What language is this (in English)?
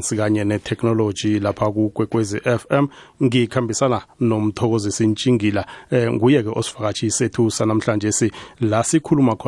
South Ndebele